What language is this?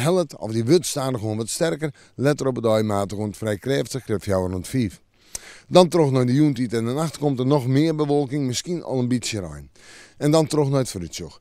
Western Frisian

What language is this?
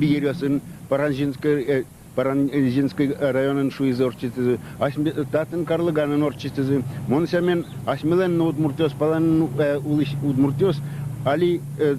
Udmurt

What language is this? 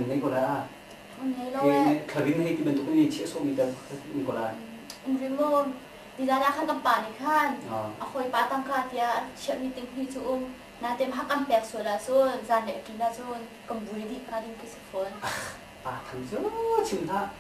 Hakha Chin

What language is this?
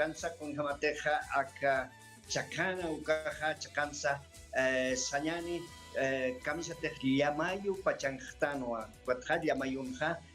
Aymara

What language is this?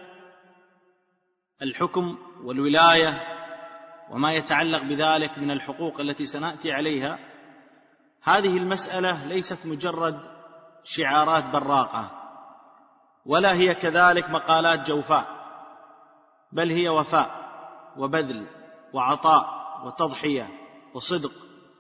Arabic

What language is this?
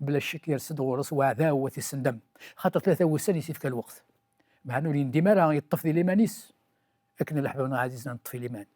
Kabyle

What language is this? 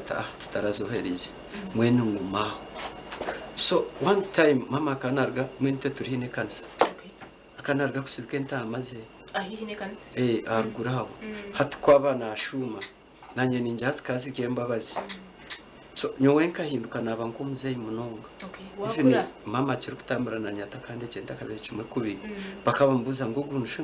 Nyankole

